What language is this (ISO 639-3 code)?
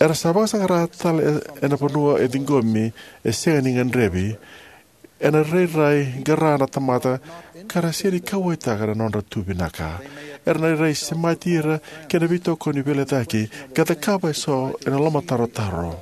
fij